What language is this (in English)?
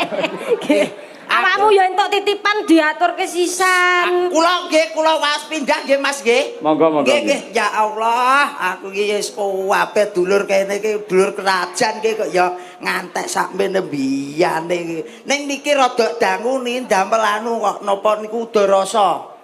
Javanese